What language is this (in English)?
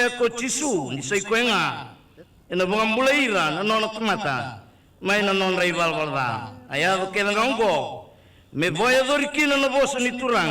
Fijian